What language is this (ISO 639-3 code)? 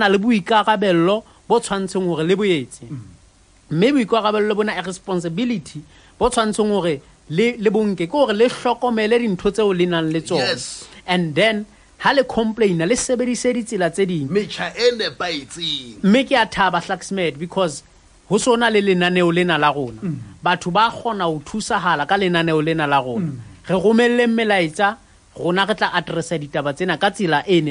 sot